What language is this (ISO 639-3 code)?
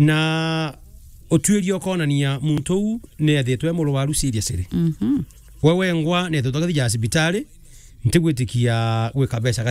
mer